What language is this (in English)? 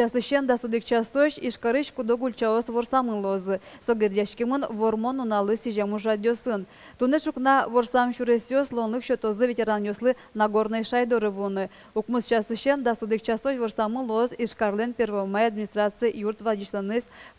Udmurt